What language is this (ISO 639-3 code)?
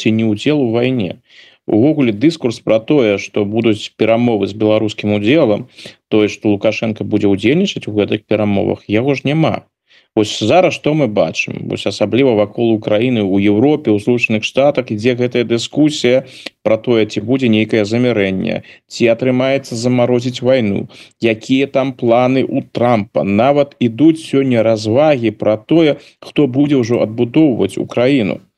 bel